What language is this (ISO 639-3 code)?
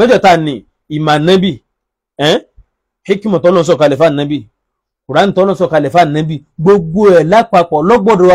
yor